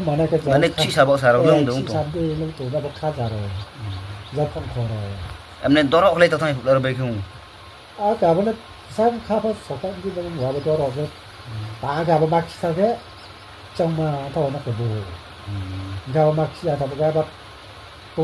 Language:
Riang (India)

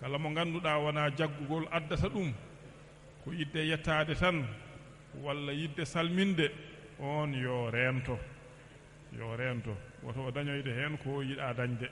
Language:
Fula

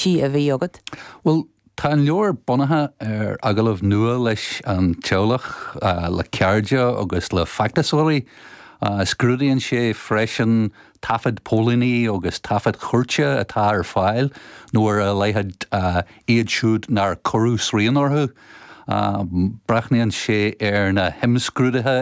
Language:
Irish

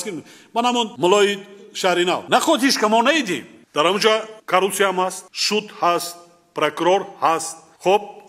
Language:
Tajik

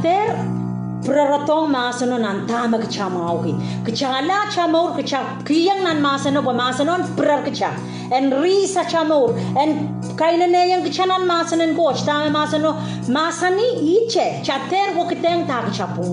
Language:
Pohnpeian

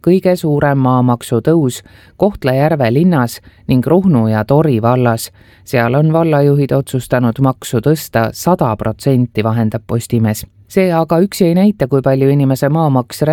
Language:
Estonian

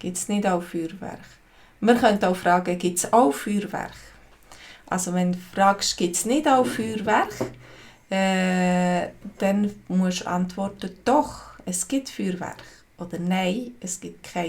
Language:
Swiss German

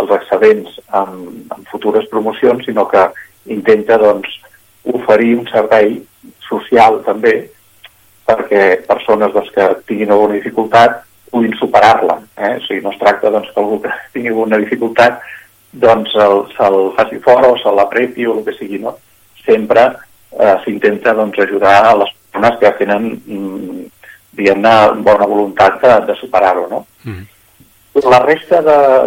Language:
Catalan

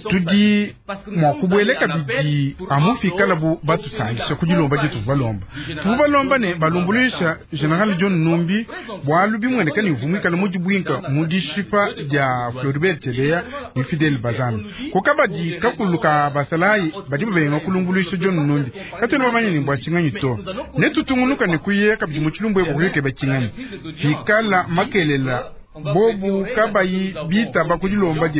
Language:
Luba-Lulua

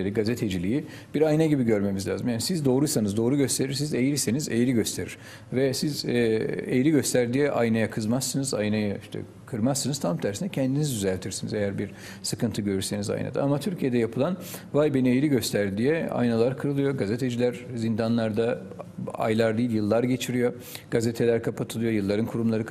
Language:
Turkish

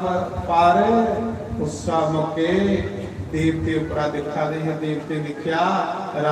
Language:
Dogri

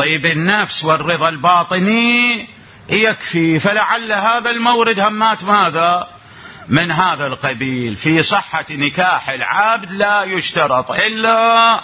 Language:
Mesopotamian Arabic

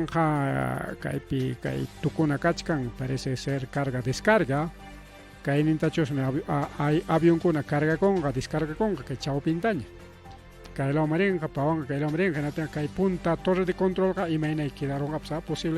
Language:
Ayacucho Quechua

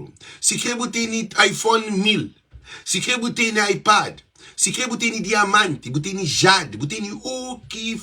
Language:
Kabuverdianu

